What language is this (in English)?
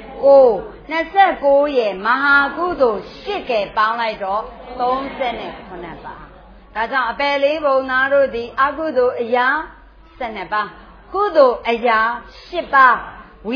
Burmese